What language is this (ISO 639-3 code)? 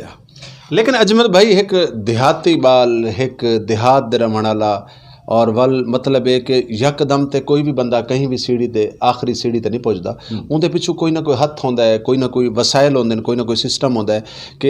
skr